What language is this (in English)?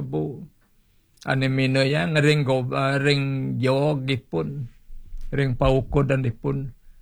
Balinese